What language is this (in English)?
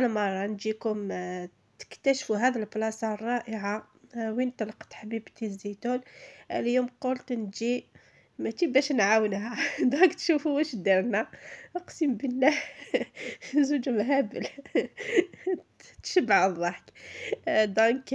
Algerian Arabic